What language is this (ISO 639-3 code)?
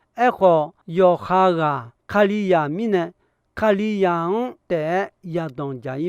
ahk